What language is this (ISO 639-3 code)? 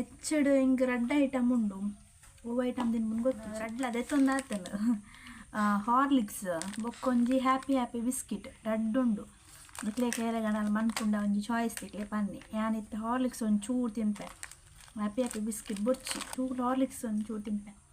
tcy